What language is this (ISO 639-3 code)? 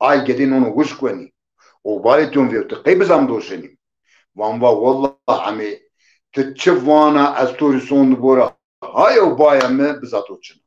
zza